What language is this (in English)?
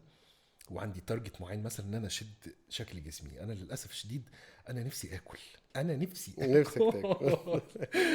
Egyptian Arabic